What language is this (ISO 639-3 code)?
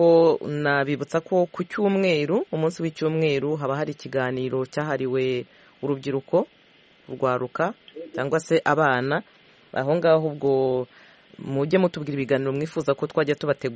kin